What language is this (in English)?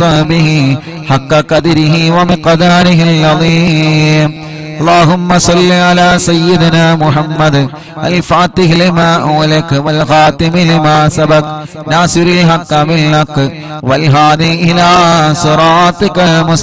Malayalam